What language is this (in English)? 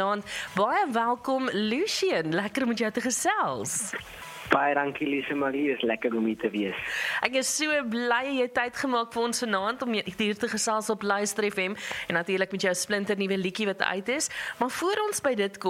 Afrikaans